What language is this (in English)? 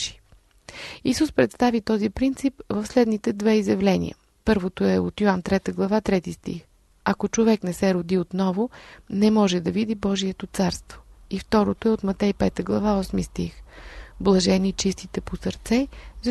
Bulgarian